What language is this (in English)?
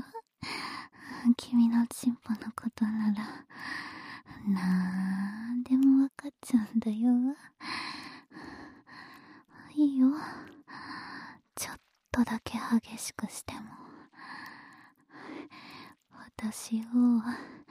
Japanese